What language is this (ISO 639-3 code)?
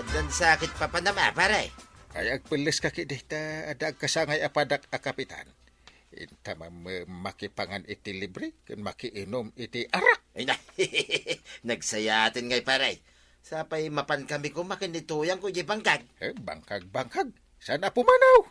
ilo